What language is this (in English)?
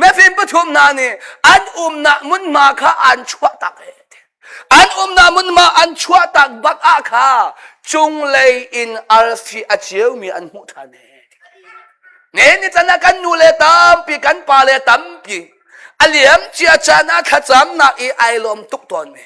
Hakha Chin